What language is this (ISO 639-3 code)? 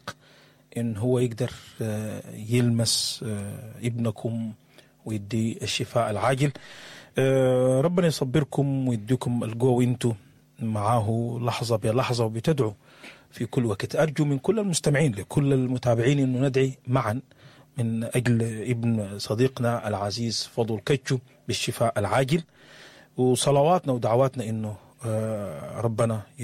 apd